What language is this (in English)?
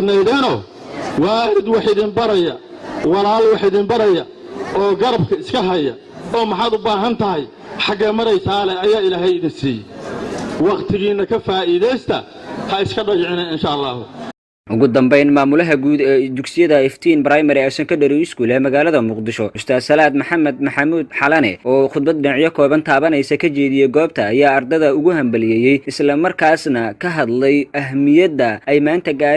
Somali